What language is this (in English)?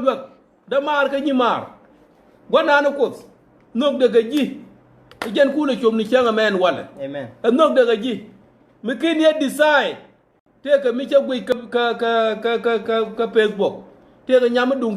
Nuer